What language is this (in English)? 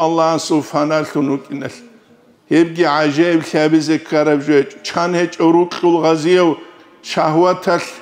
Avaric